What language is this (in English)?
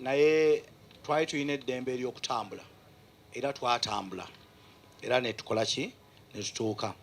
Ganda